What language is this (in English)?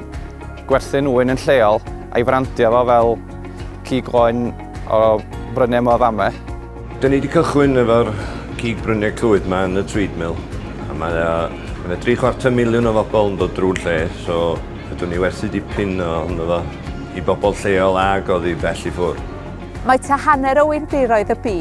Welsh